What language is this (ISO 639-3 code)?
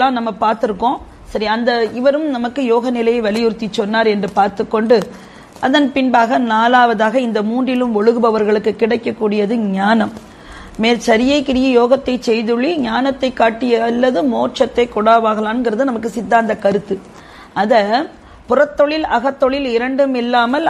tam